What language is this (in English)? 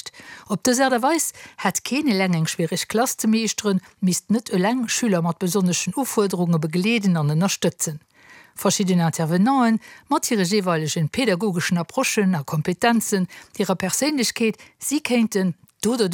Luxembourgish